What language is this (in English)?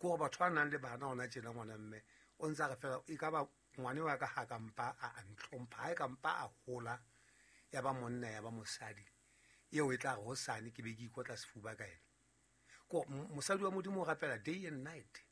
Southern Sotho